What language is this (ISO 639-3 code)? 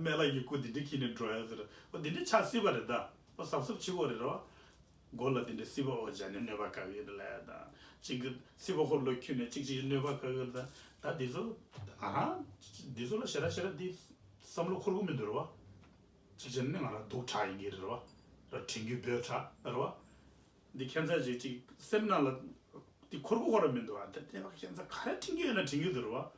bod